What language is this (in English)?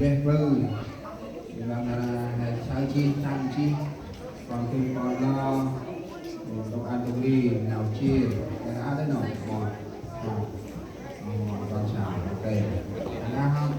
Central Mnong